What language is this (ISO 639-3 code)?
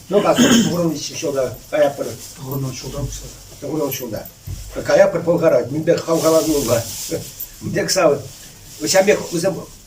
chv